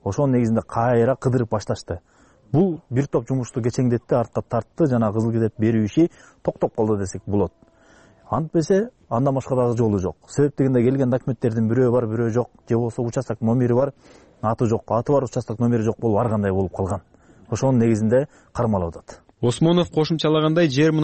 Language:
Kyrgyz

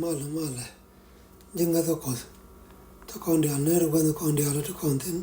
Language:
Nuer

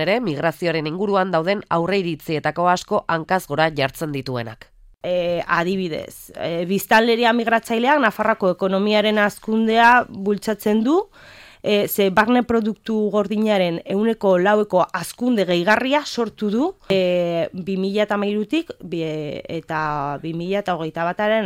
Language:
Basque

